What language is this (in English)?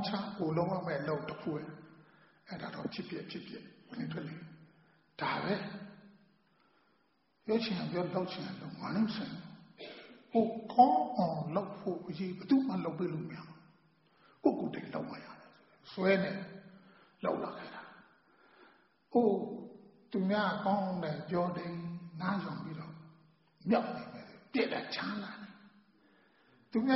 Burmese